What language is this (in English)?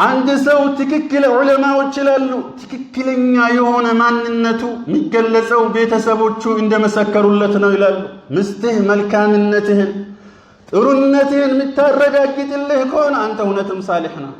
Amharic